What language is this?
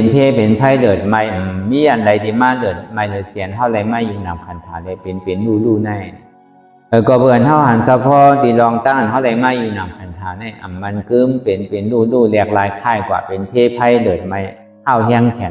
Shan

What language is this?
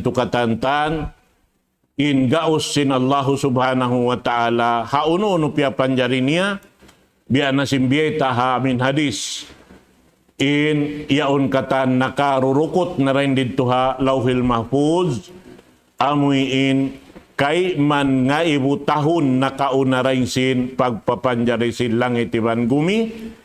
Tausug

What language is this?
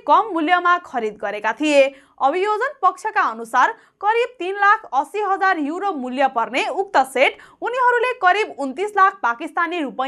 Nepali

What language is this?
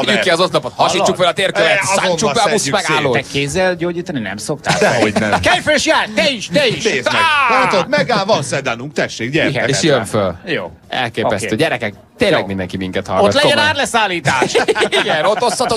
Hungarian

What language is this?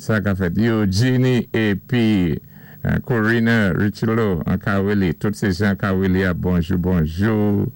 Saint Lucian Creole French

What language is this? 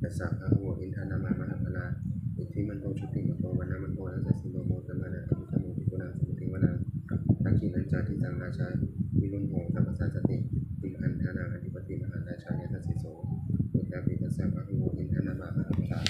Pali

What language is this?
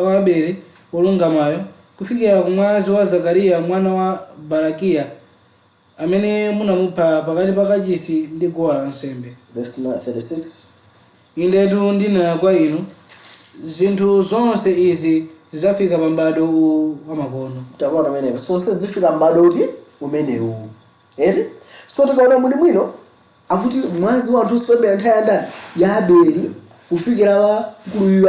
Nyanja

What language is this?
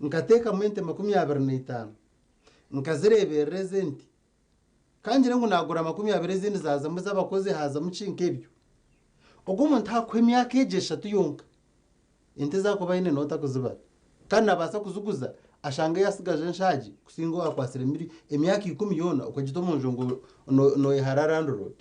Nyankole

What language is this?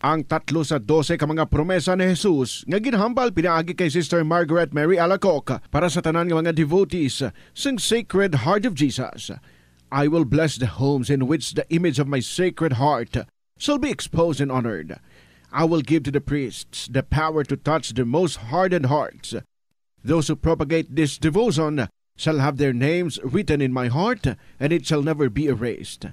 Hiligaynon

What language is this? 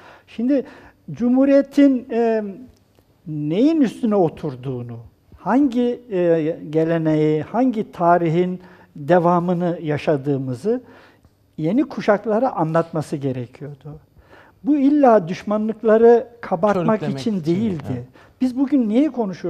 Turkish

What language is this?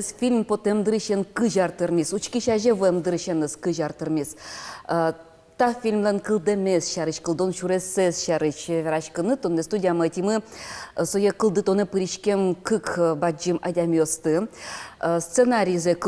Udmurt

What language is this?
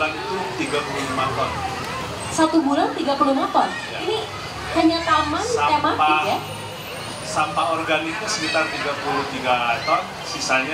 Indonesian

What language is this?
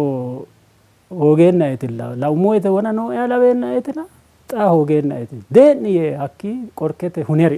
Sidamo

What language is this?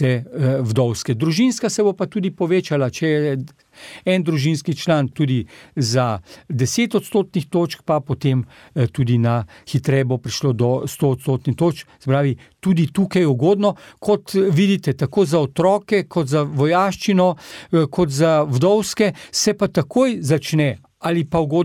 Slovenian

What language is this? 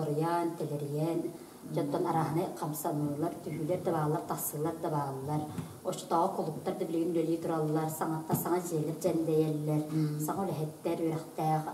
Yakut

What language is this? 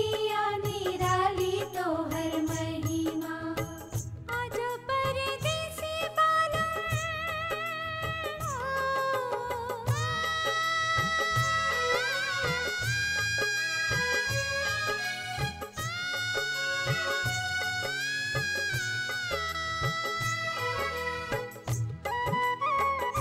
Bhojpuri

